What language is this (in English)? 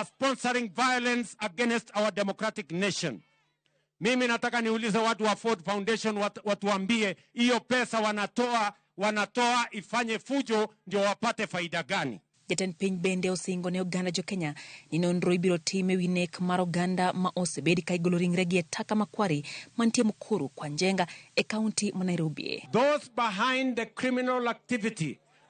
Luo (Kenya and Tanzania)